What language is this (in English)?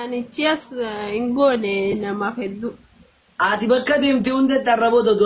Oromo